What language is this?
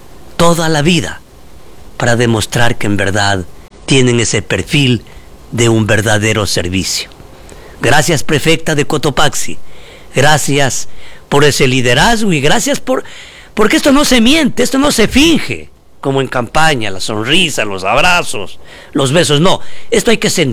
Spanish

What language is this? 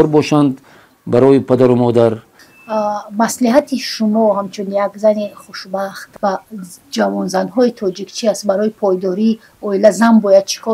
Tajik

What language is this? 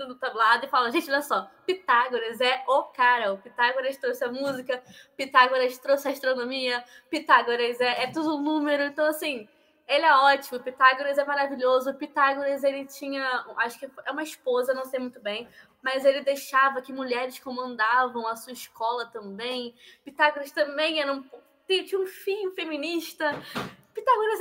Portuguese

